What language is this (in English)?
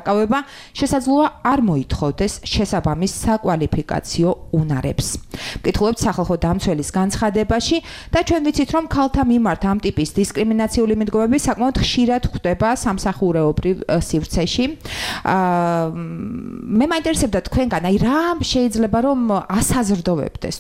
Georgian